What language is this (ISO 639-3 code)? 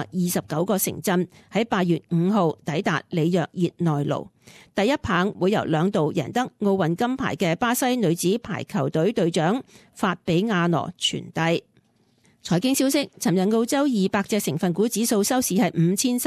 yue